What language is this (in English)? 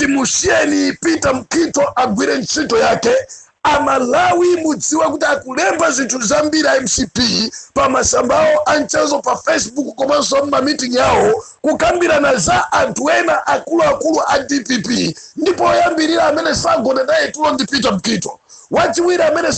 Nyanja